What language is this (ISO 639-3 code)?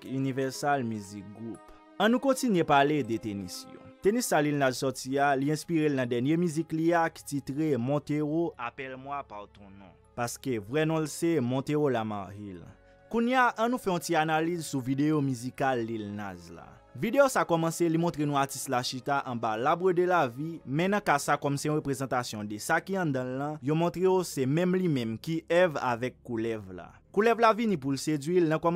hat